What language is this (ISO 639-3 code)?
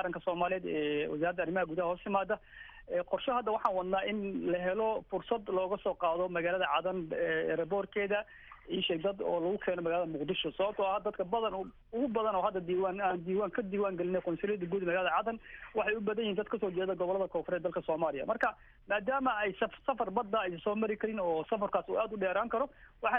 som